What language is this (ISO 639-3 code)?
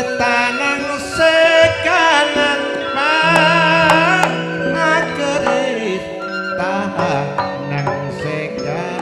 mad